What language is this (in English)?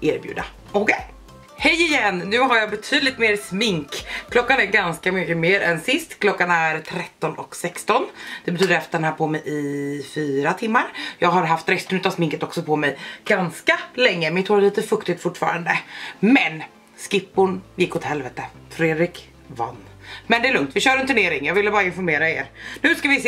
Swedish